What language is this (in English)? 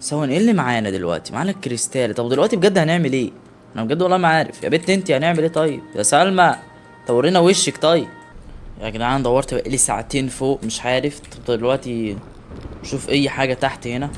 Egyptian Arabic